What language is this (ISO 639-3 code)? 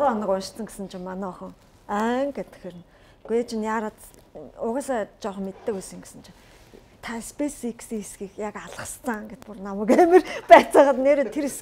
mon